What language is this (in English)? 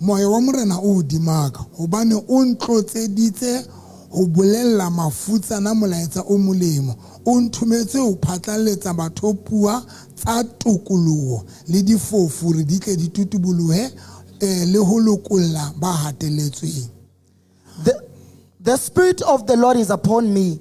Southern Sotho